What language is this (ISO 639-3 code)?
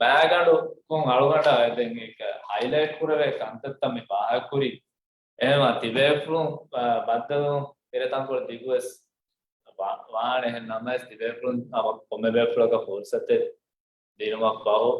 div